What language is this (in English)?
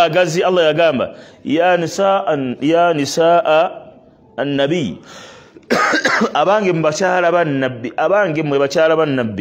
Ganda